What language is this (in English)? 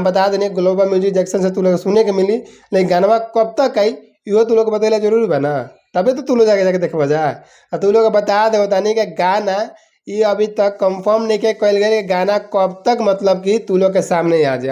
Bhojpuri